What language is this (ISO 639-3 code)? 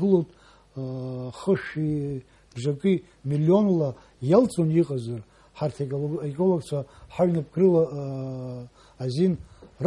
abk